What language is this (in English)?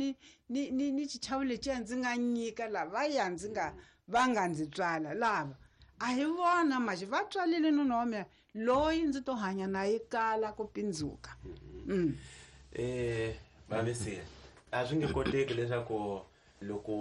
Tsonga